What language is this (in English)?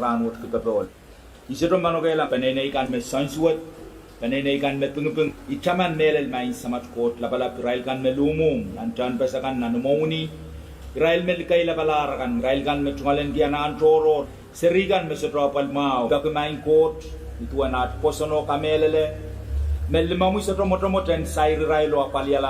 Pohnpeian